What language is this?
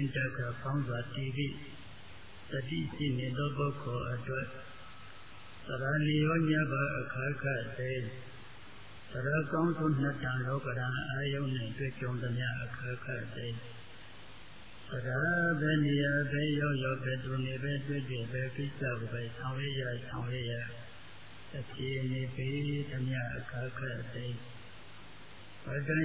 Burmese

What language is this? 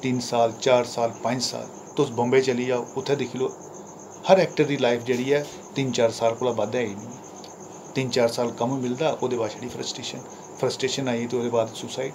Dogri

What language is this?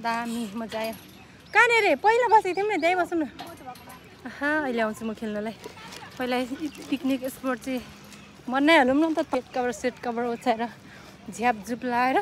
Nepali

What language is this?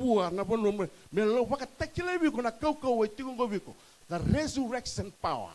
Fijian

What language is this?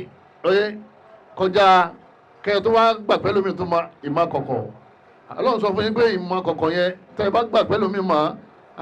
Yoruba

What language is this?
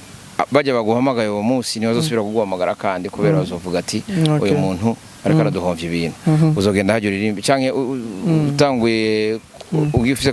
Rundi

